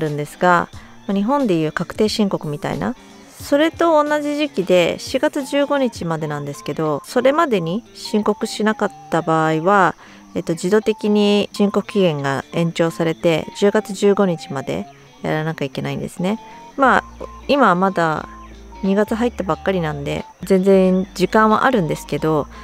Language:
Japanese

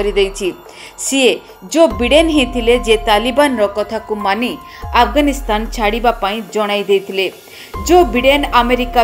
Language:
Odia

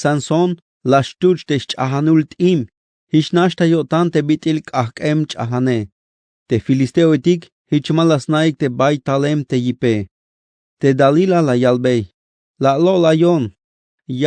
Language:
Tzeltal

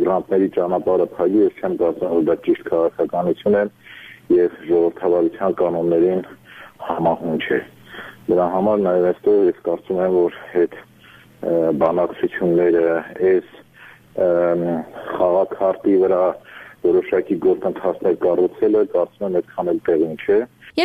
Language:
Armenian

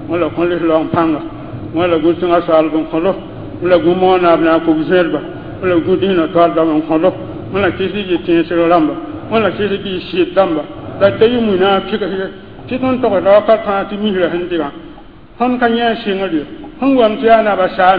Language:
Mossi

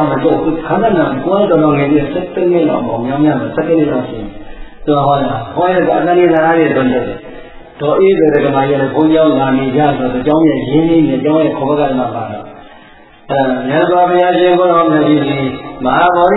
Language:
Burmese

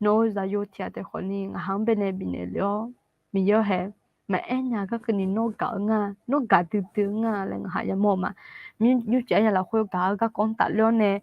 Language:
Akha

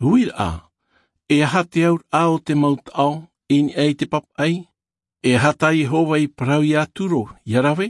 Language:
Tahitian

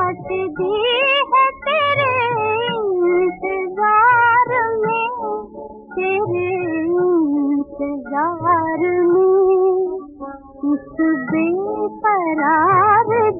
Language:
Hindi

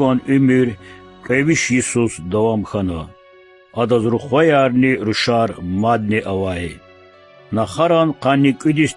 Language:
Lezghian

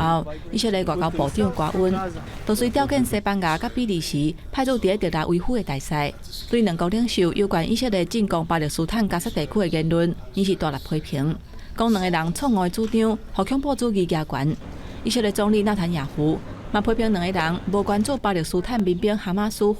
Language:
Min Nan Chinese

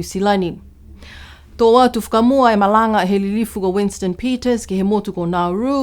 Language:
Niuean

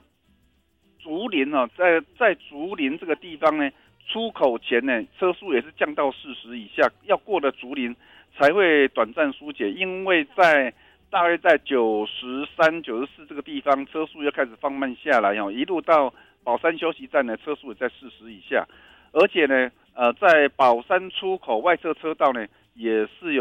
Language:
Chinese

